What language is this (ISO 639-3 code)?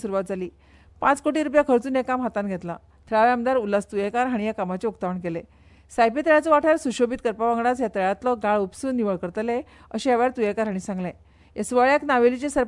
kok